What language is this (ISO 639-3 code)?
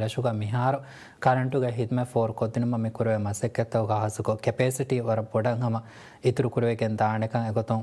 div